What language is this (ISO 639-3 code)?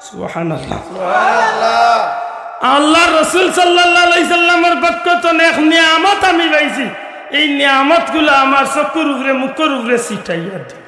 syl